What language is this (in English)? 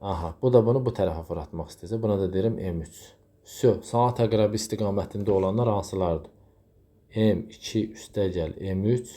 Azerbaijani